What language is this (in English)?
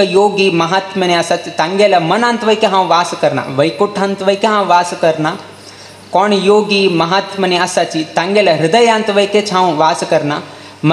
Konkani